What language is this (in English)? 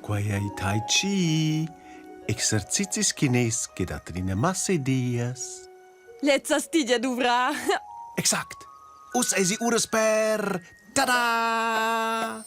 Romansh